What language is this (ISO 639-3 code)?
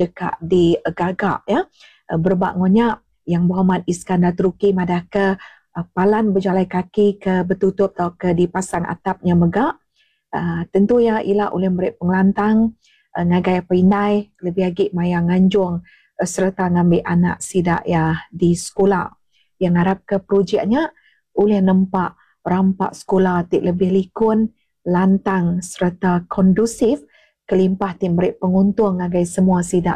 iba